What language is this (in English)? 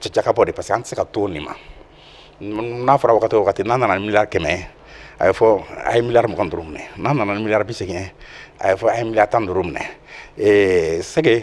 Bambara